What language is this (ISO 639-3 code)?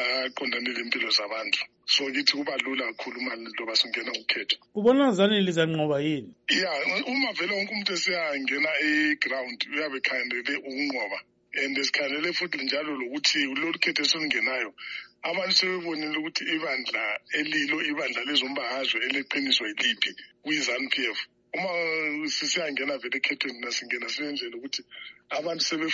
nde